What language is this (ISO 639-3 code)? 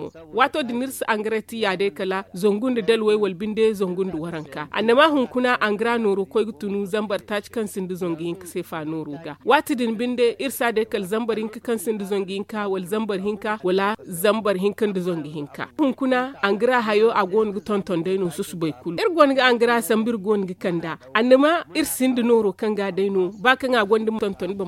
dje